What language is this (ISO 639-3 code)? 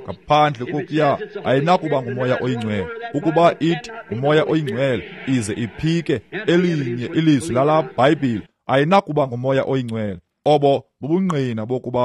xho